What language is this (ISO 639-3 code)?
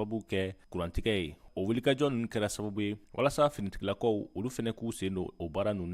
bam